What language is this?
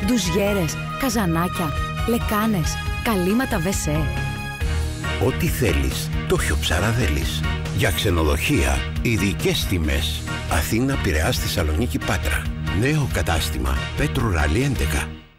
Greek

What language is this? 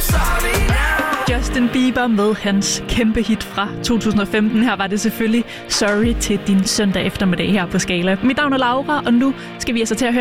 Danish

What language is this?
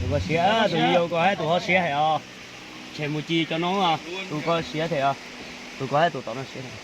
Hmong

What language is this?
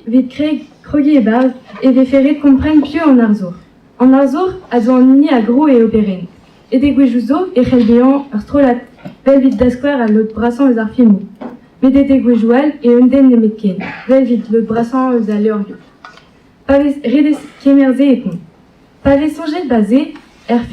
Breton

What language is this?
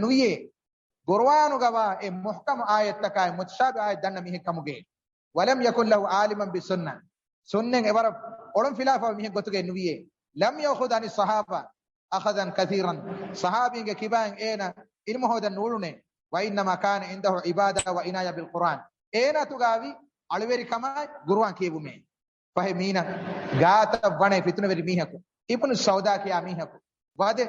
Divehi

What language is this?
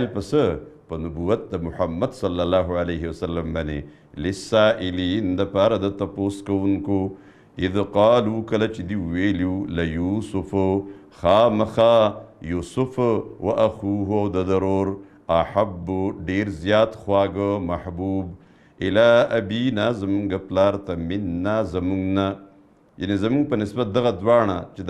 Pashto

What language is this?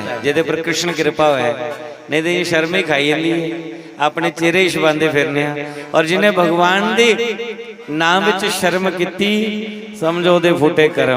Dogri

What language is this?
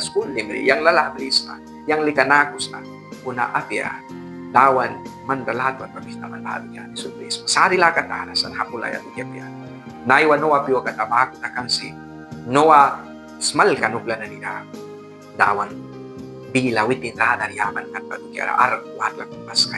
Mískito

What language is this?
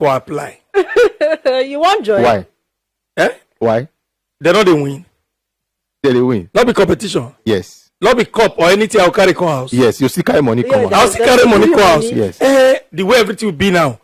Nigerian Pidgin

